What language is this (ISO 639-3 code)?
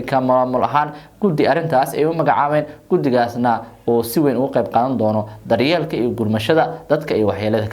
som